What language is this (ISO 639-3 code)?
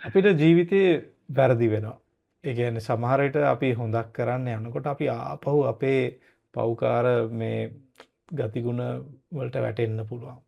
sin